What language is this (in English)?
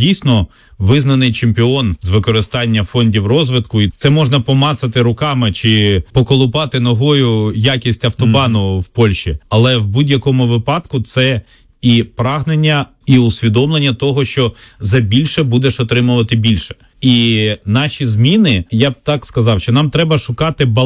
Ukrainian